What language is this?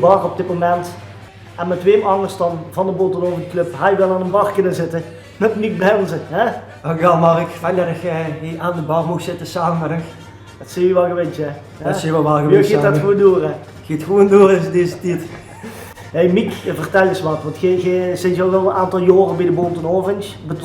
Limburgish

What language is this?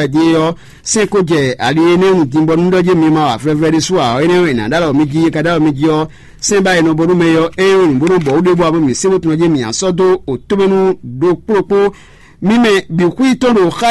Fon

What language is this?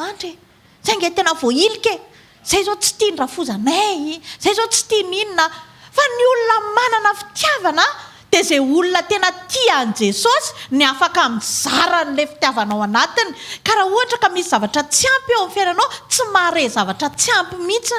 Malagasy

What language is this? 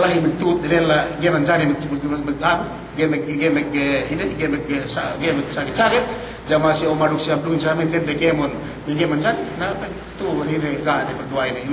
Yakan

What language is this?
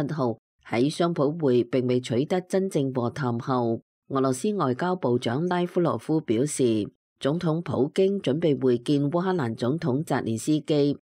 Cantonese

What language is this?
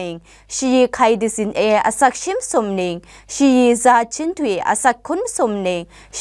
Kachin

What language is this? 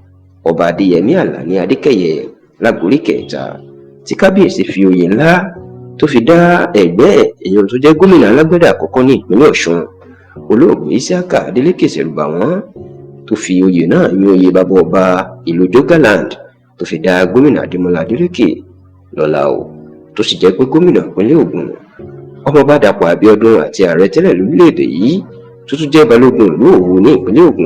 Yoruba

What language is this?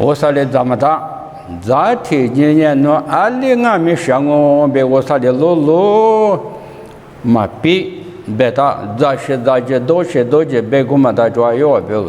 Lisu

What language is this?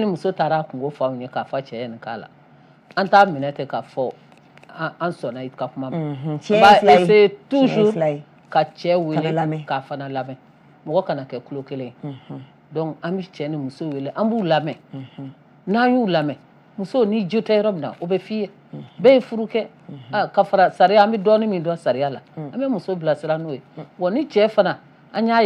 Bambara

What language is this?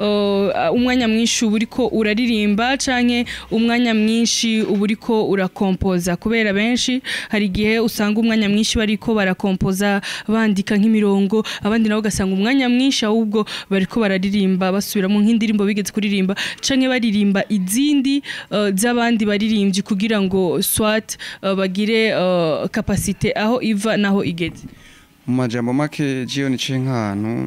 Rundi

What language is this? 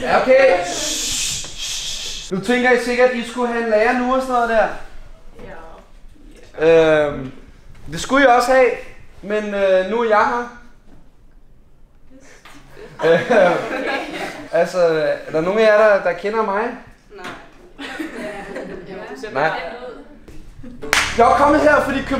Danish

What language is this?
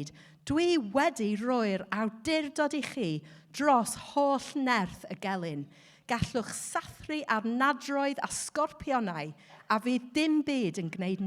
Welsh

